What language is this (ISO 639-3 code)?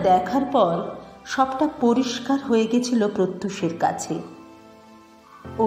ben